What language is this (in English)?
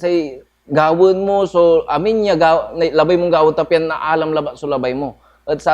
Pangasinan